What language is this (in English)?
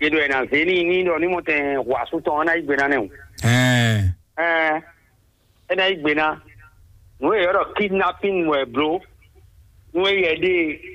Fon